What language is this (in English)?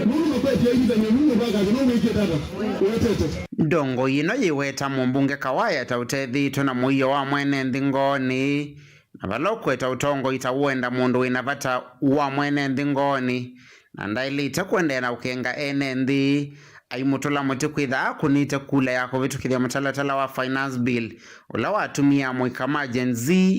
Kamba